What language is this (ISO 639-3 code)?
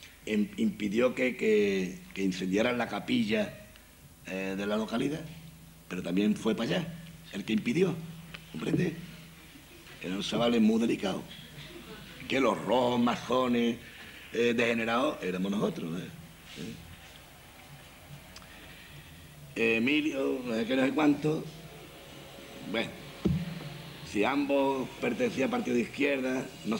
spa